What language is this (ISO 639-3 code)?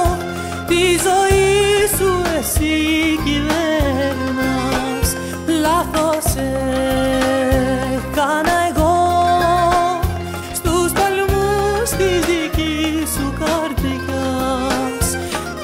ell